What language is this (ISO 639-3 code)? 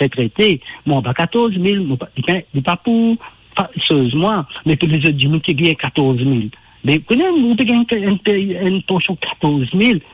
mfe